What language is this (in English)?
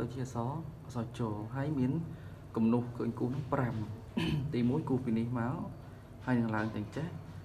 Khmer